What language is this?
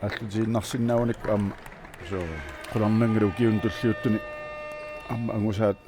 Kalaallisut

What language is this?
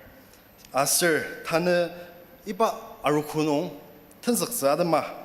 Ao Naga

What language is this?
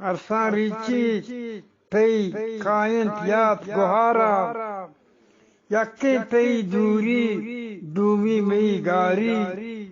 Eastern Balochi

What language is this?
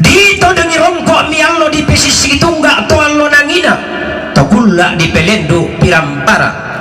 Toraja-Sa'dan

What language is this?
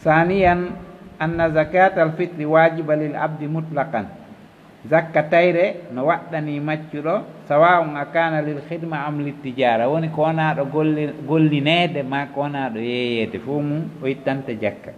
Fula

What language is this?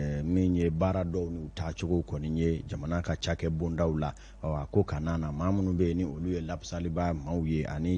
Bambara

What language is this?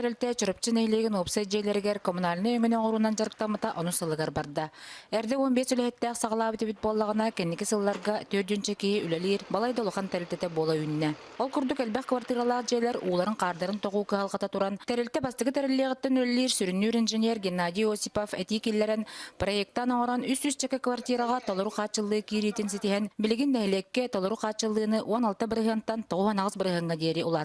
Yakut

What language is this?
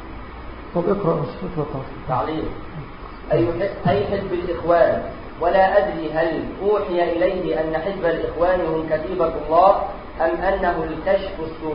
Arabic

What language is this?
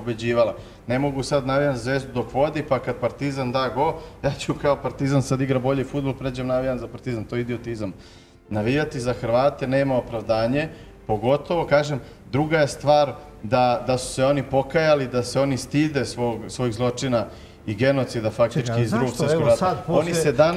Serbian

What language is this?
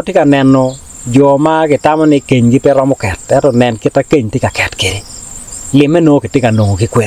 Acoli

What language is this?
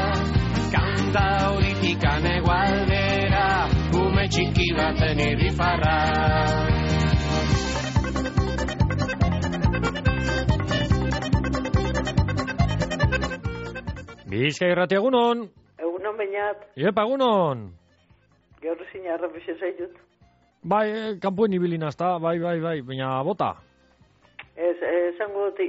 Basque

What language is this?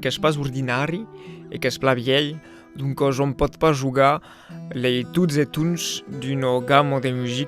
Occitan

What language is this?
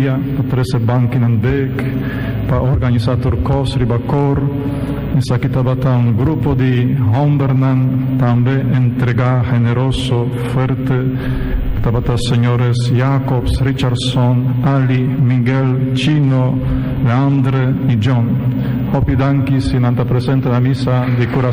Papiamento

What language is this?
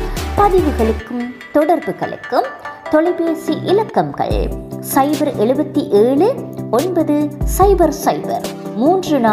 Tamil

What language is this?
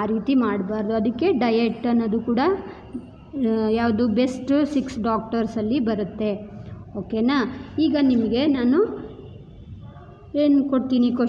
Kannada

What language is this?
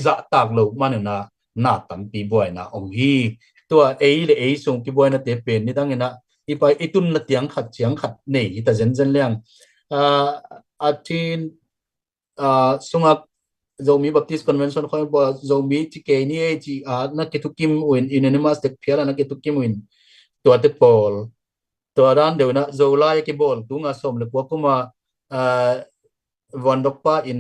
Tedim Chin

